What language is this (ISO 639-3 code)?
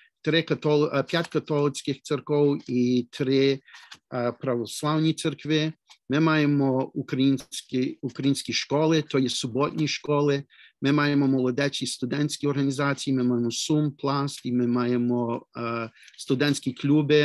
ukr